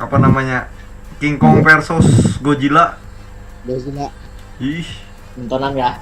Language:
Banjar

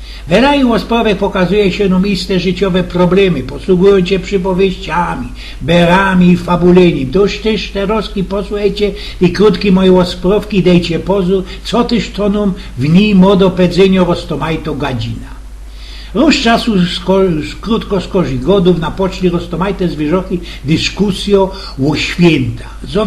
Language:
Silesian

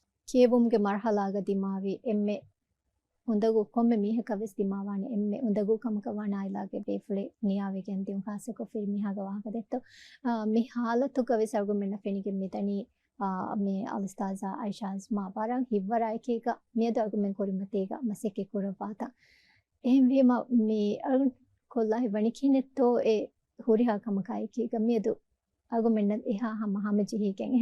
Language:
Divehi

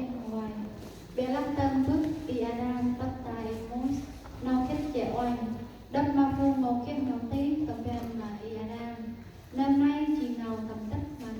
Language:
Central Mnong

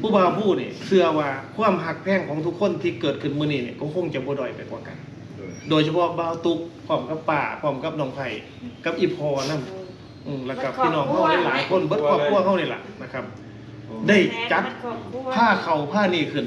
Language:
Northeastern Thai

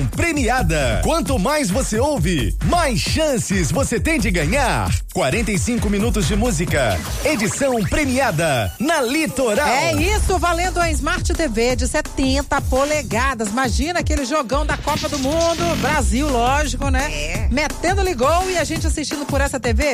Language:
Portuguese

